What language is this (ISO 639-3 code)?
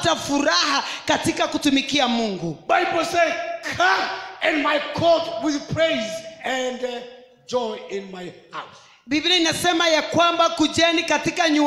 swa